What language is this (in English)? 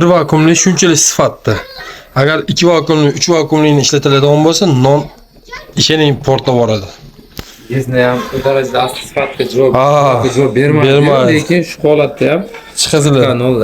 Uzbek